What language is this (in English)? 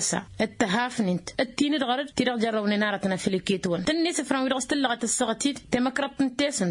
Tamasheq